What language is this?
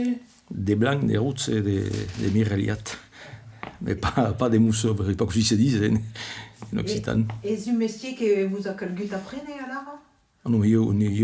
Occitan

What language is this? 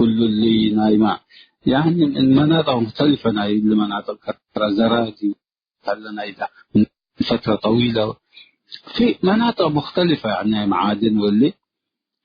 Tigre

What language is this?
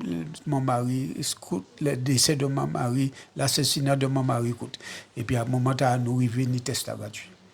Guadeloupean Creole French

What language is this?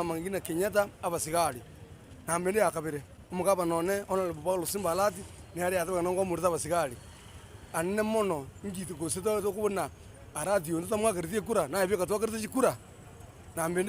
Gusii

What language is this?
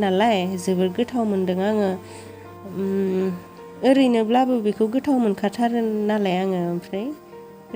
Bodo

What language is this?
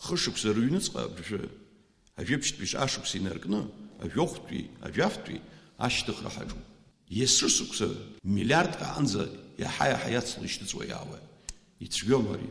Abkhazian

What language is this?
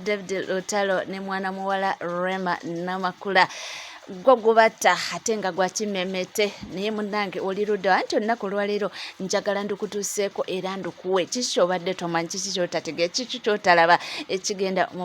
Ganda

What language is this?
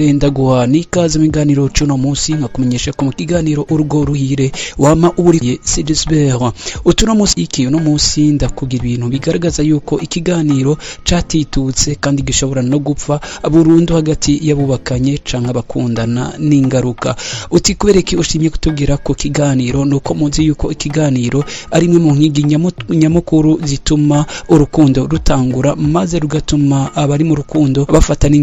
Rundi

